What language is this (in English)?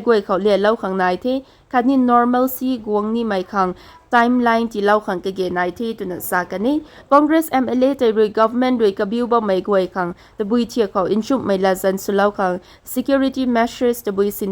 Rongmei Naga